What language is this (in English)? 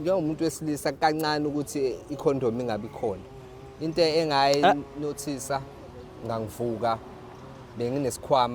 Zulu